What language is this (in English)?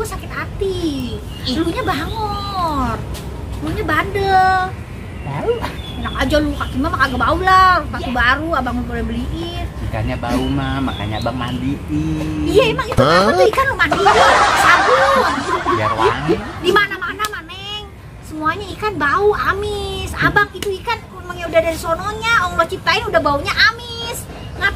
Betawi